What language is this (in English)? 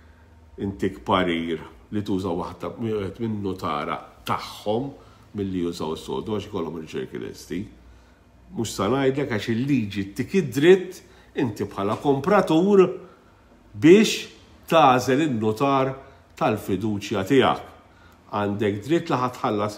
Maltese